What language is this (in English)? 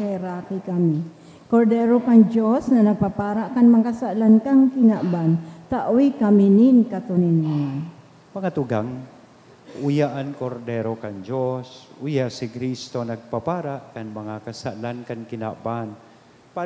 Bikol